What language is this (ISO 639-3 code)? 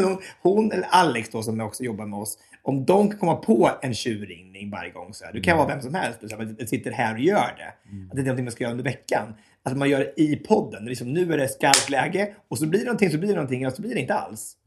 swe